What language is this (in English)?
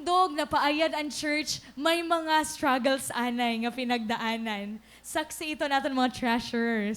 Waray